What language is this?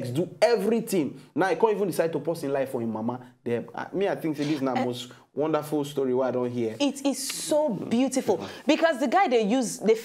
Nigerian Pidgin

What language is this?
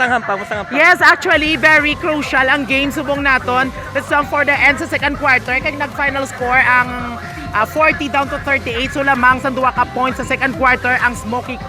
Hiligaynon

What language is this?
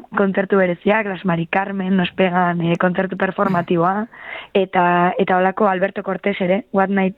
Basque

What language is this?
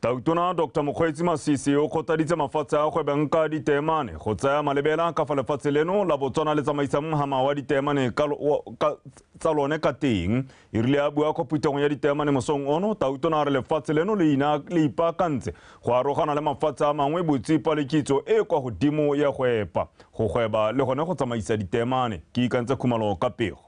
Tswana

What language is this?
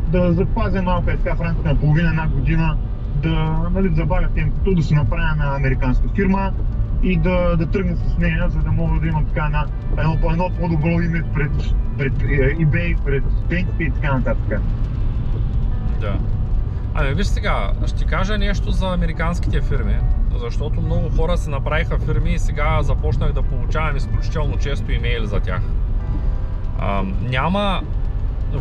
Bulgarian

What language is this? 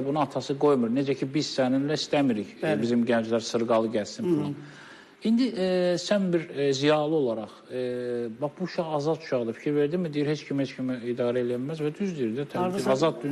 Azerbaijani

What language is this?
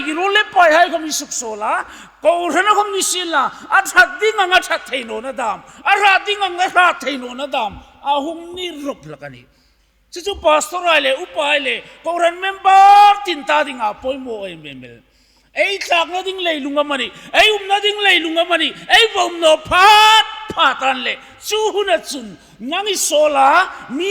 Hmar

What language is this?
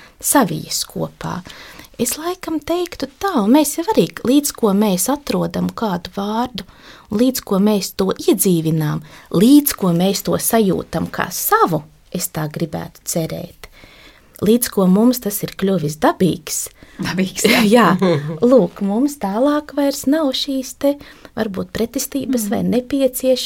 Latvian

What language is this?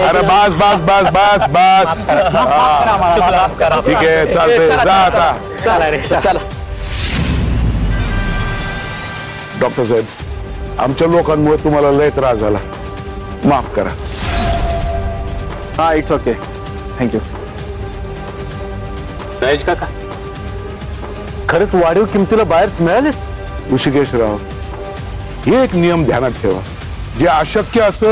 Marathi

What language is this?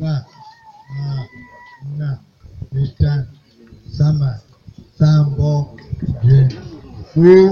Basaa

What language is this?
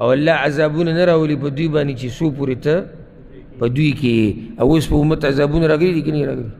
Pashto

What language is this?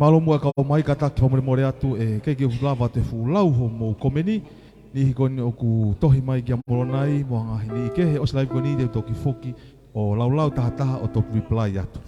Tongan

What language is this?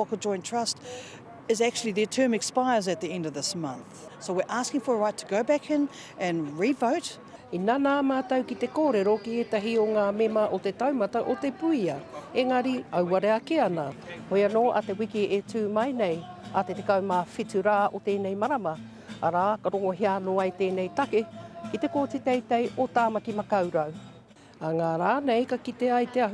Māori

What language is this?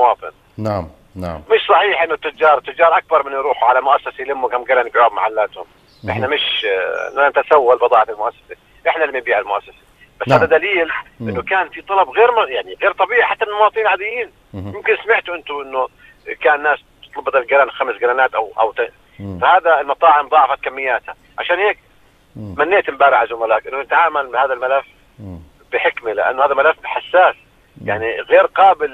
South Levantine Arabic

